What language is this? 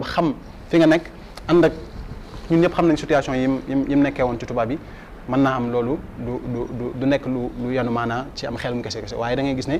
Wolof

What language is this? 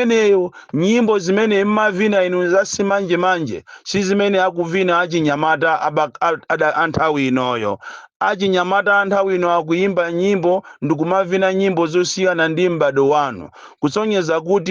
Nyanja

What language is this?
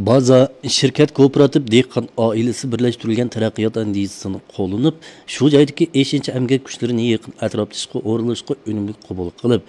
Uyghur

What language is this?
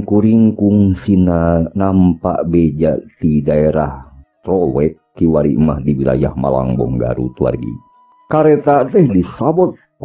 Sundanese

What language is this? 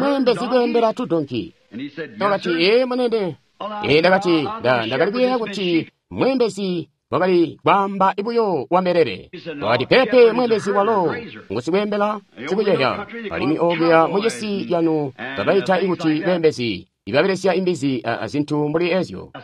Tonga (Zambia)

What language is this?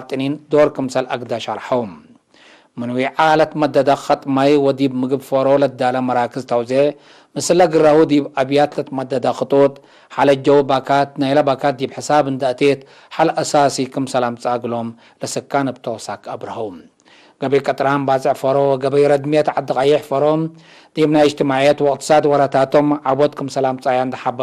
Tigre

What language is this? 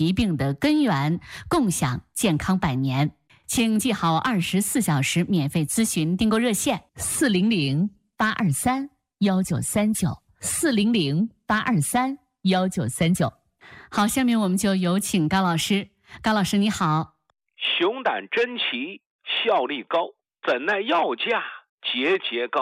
Chinese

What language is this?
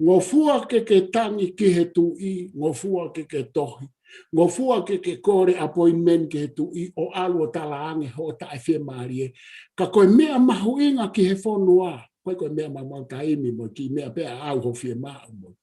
Tongan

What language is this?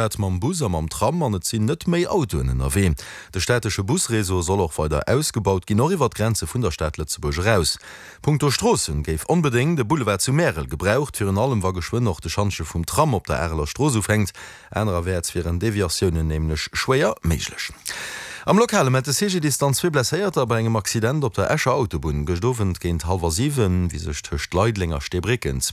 Luxembourgish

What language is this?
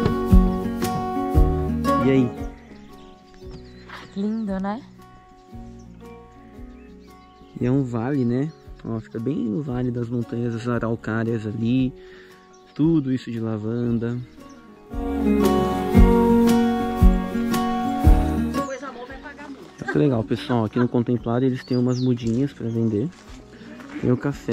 Portuguese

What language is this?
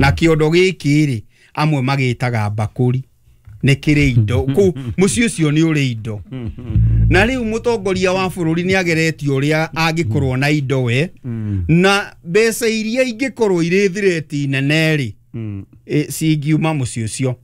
Kikuyu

